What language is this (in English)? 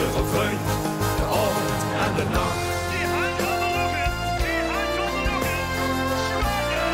Limburgish